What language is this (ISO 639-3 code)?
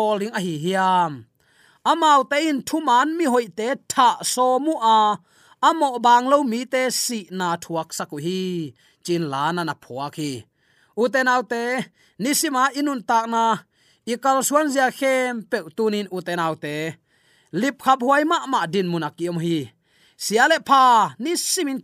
ctd